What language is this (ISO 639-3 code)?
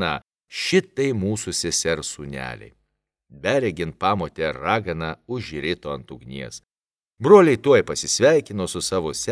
lit